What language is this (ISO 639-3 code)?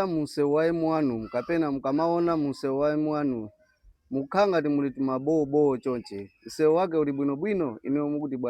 nya